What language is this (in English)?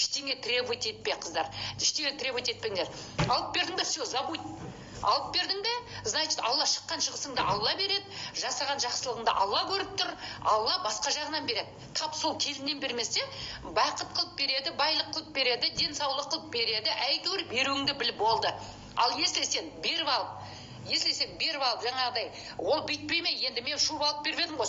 Kazakh